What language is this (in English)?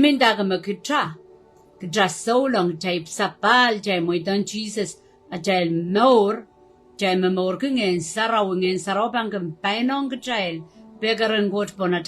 Pohnpeian